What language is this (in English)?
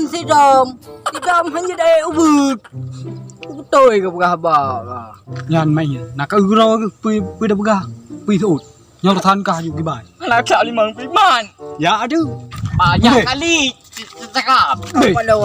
Achinese